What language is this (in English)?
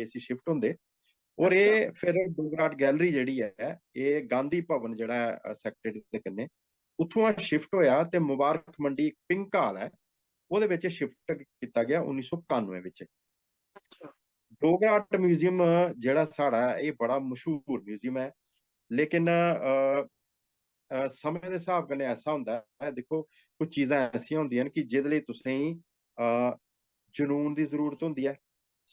Dogri